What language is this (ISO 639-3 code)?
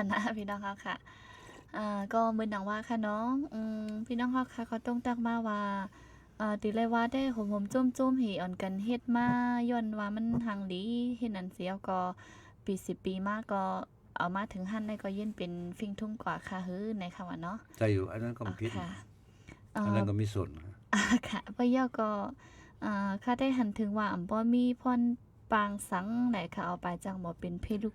shn